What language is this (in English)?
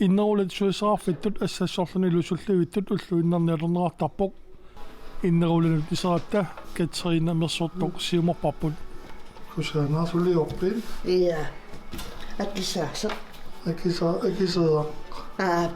Kalaallisut